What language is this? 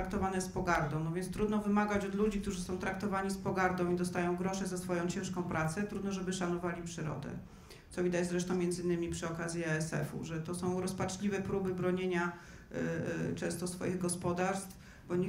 Polish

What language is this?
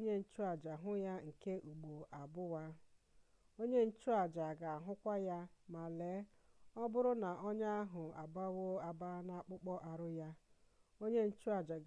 Igbo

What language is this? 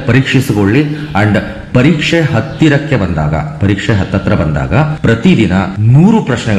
Kannada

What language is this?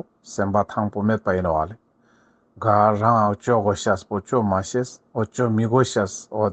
Ladakhi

